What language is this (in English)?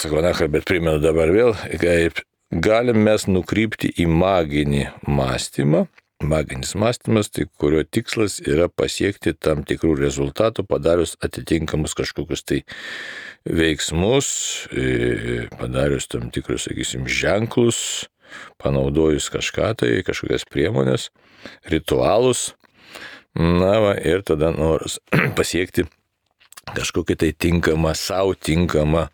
Lithuanian